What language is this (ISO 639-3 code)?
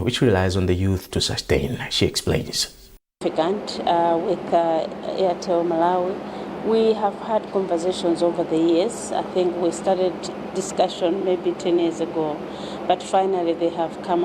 eng